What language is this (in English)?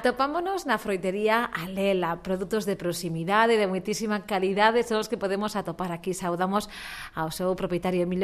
Galician